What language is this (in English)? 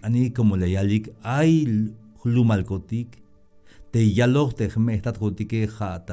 Tzeltal